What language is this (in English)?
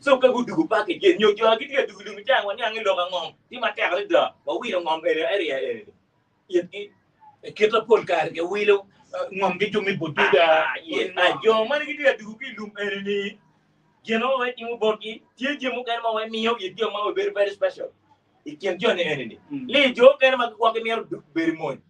Acoli